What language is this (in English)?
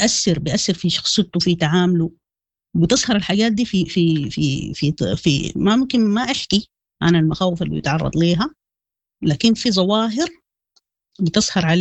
Sudanese Arabic